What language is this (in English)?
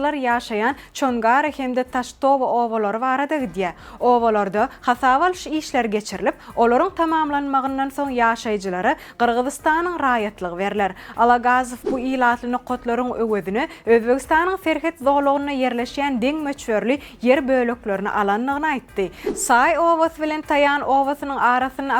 Turkmen